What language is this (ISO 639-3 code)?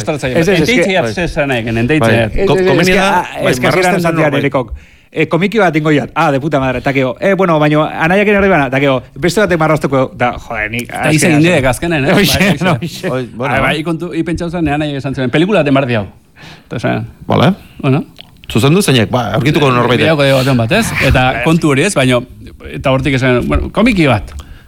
eus